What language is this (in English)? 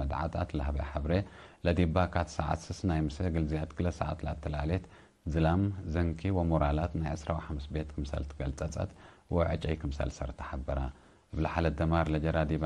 Tigre